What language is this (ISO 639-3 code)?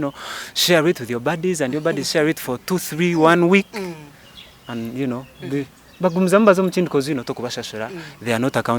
nyn